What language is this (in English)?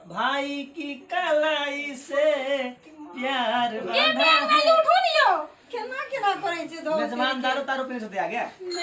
Maithili